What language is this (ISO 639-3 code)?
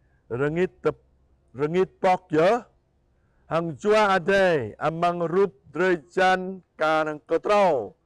jra